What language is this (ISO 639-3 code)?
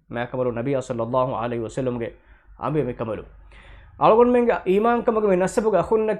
div